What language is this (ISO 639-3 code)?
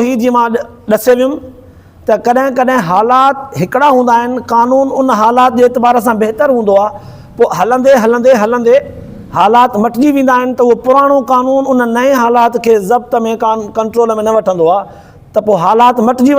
snd